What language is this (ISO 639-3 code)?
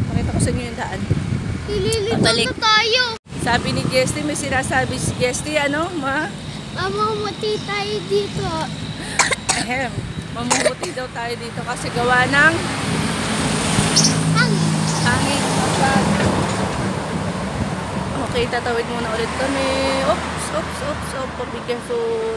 fil